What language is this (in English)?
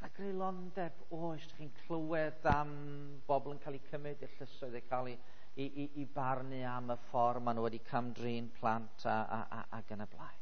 Welsh